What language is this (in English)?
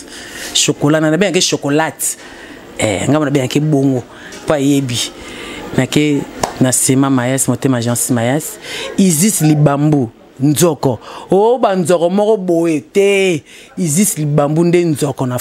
Lingala